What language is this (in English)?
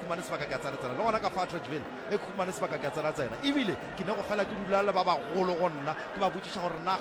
Northern Sotho